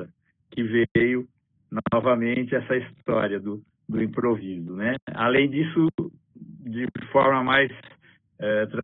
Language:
Portuguese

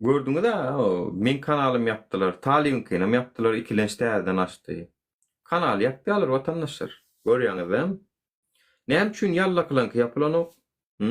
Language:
Turkmen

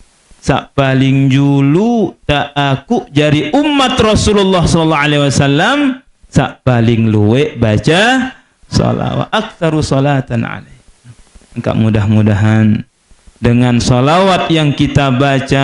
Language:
Sasak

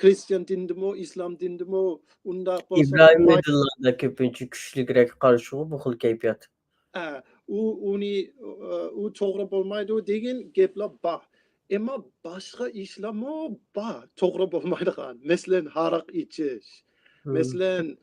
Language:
Uyghur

